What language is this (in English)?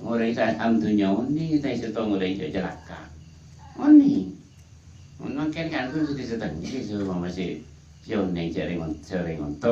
Madurese